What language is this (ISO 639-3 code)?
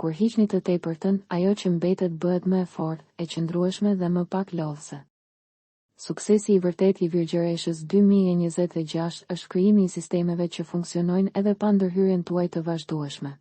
sqi